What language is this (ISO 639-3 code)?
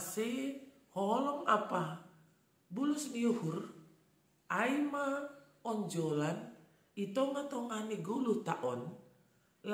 bts